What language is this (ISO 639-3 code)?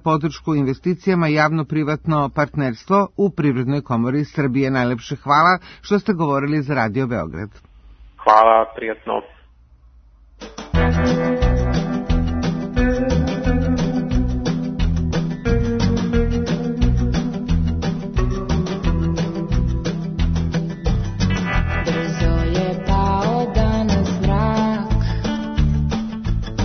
srp